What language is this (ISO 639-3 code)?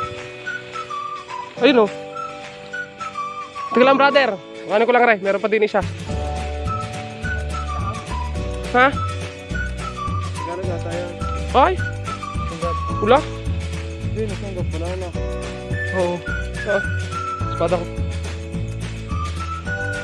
fil